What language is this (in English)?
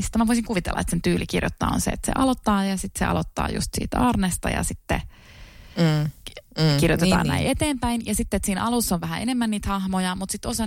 Finnish